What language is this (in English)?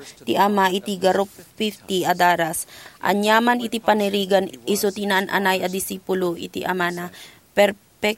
Iloko